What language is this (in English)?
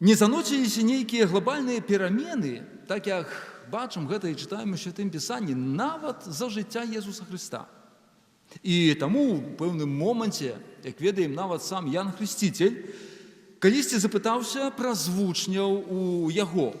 Belarusian